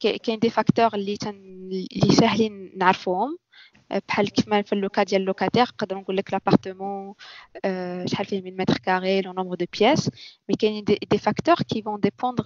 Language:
Moroccan Arabic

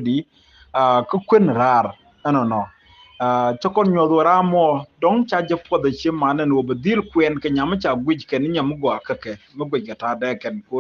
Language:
Nuer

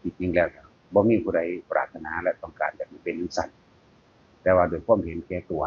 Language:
Northeastern Thai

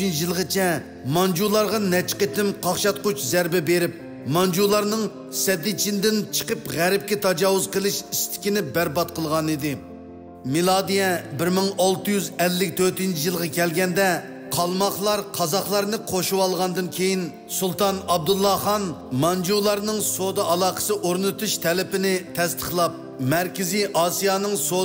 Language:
Uyghur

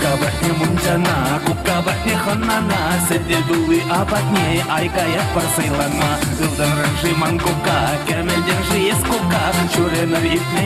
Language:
Chuvash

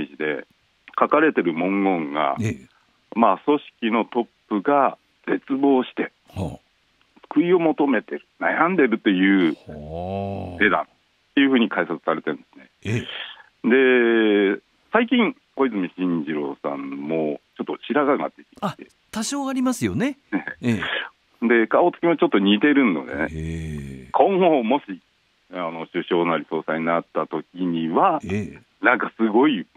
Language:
Japanese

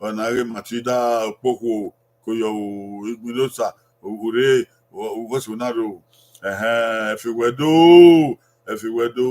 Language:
Bini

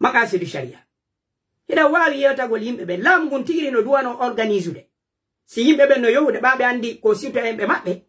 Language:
Pular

